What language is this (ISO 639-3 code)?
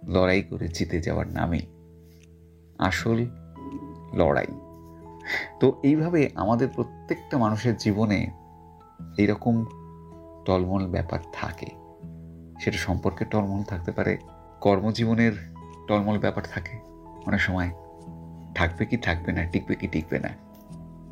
ben